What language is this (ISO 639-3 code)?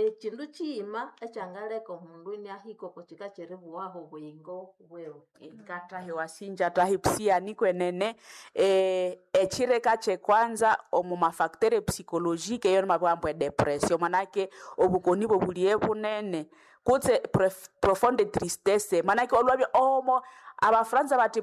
nnb